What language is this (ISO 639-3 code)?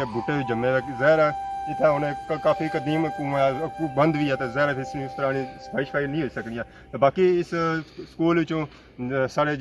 phr